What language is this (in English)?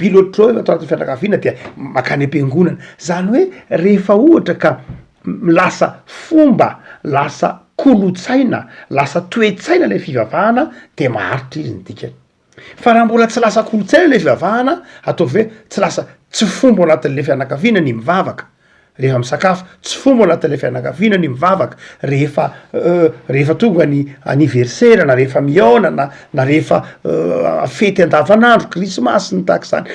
Malagasy